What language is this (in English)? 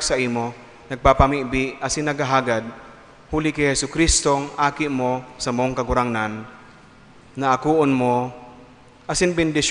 Bikol